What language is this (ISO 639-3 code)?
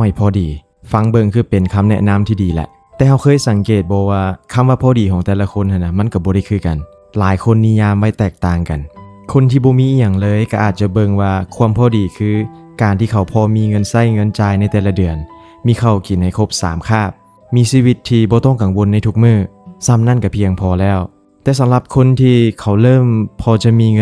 lao